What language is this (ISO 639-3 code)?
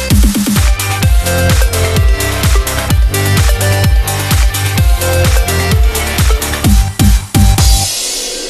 hin